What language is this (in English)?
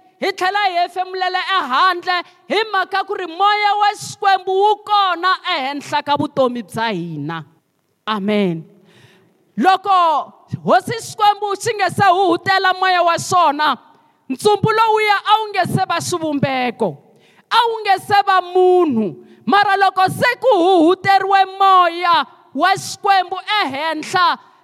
Tsonga